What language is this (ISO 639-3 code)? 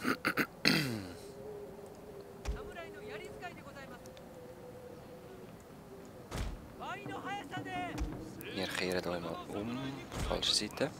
gsw